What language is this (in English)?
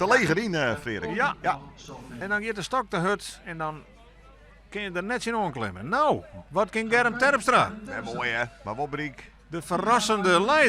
Western Frisian